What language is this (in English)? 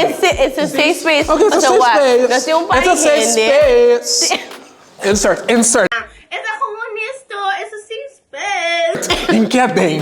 Papiamento